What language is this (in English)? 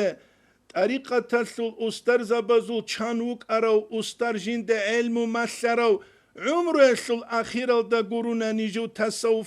Avaric